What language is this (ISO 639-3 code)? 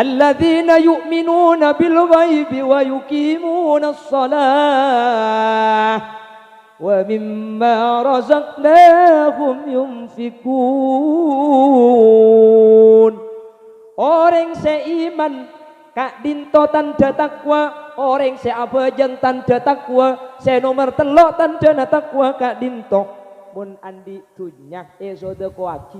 mad